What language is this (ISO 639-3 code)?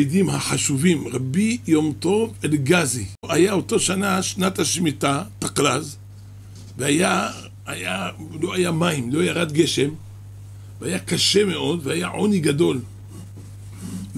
heb